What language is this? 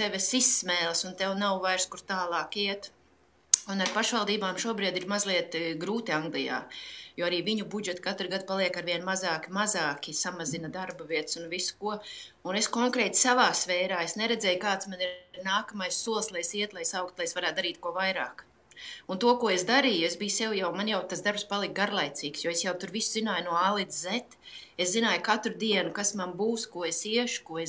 Latvian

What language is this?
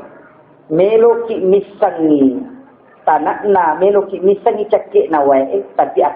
Buginese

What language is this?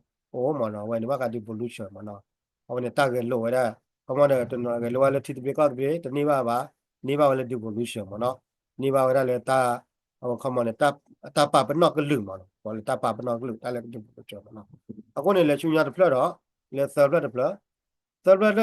S'gaw Karen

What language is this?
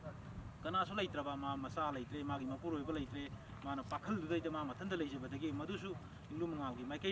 Manipuri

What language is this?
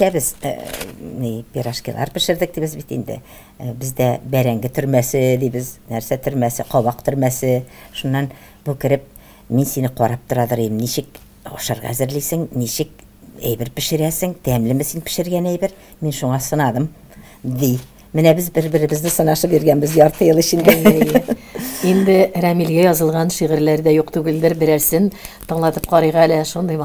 Tatar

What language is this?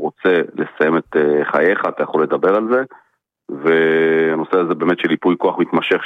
Hebrew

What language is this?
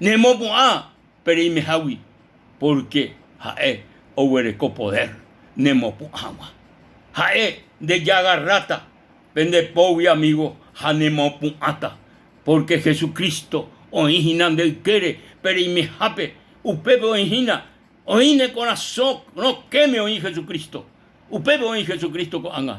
Guarani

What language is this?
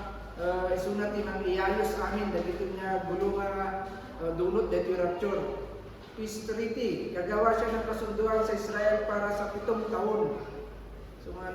Iloko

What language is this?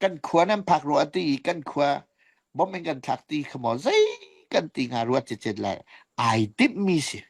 Hakha Chin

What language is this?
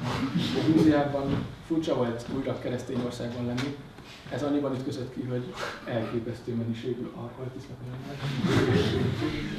Hungarian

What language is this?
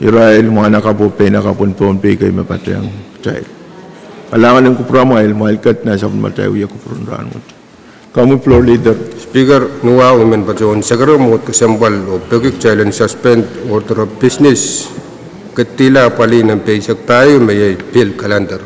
Pohnpeian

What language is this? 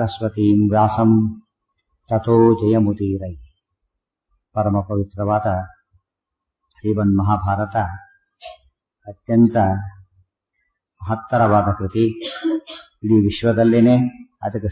Kannada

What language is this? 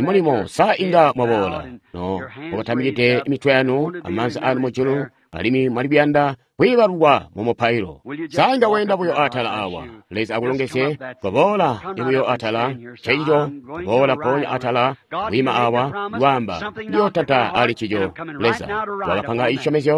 Tonga (Zambia)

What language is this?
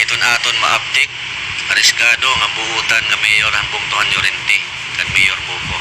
Waray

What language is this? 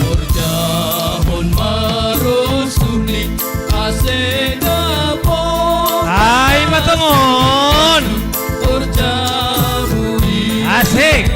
Batak Simalungun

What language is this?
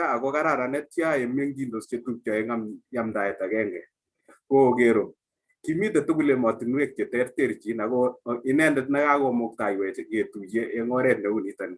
Kalenjin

